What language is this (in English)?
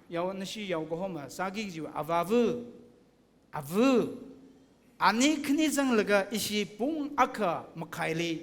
Tangkhul Naga (India)